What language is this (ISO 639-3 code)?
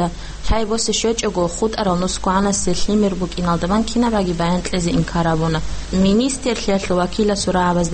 ava